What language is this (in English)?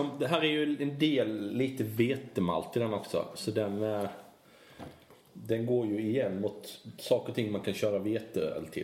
Swedish